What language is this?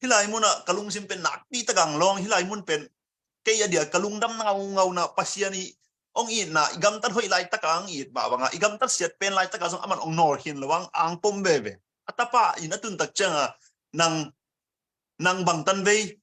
Tedim Chin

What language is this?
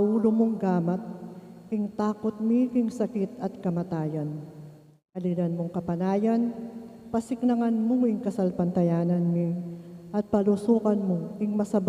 Pampanga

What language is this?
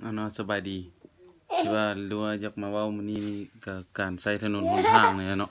Lao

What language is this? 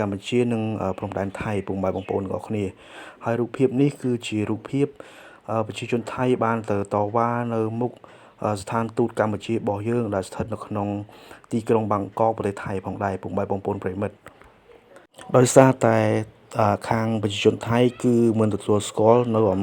Khmer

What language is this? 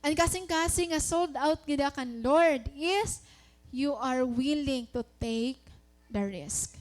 Waray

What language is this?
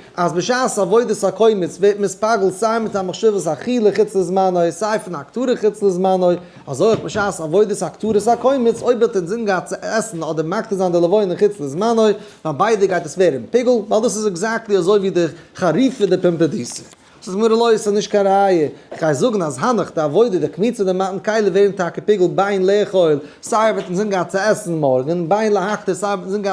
Yiddish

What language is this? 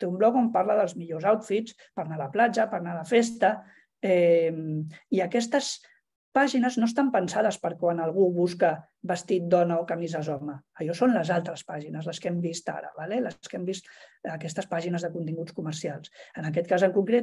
Catalan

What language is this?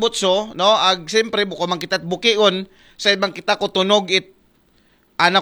Aklanon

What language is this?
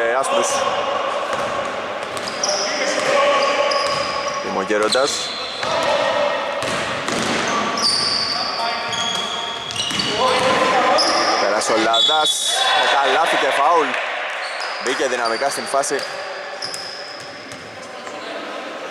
Greek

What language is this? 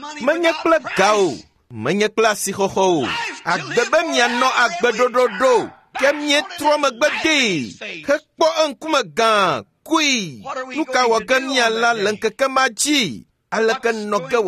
Ewe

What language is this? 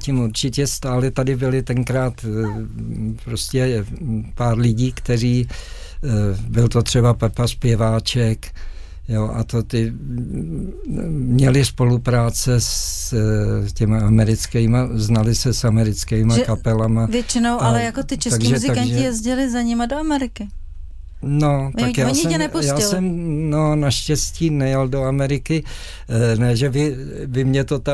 Czech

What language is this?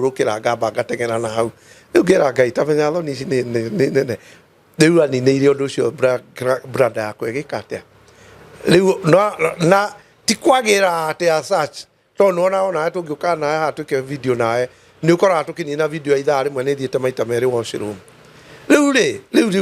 Kikuyu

